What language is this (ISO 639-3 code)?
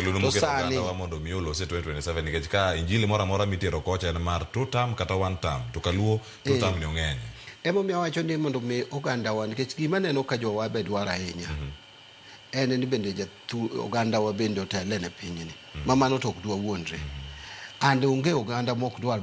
luo